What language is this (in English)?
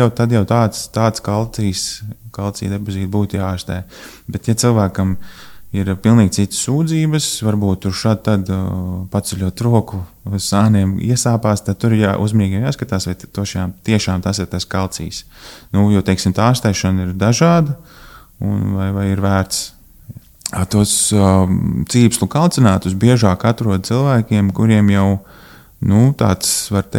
Latvian